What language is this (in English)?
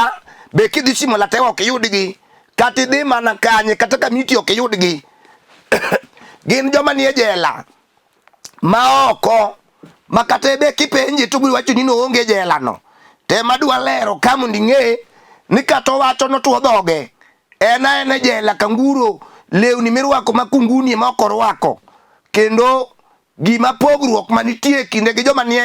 Luo (Kenya and Tanzania)